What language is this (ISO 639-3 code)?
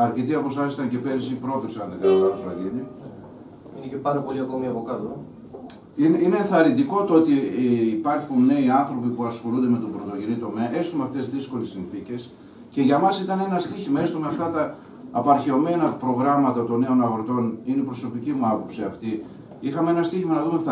ell